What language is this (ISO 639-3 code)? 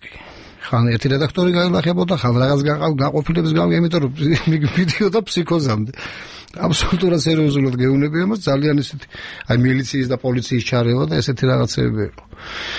kat